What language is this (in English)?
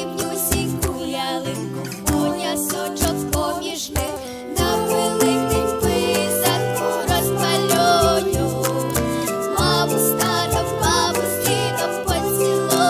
Ukrainian